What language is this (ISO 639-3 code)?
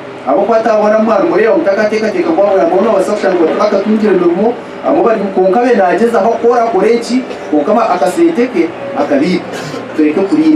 nyn